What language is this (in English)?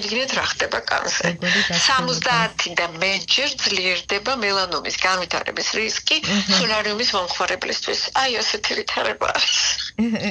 Georgian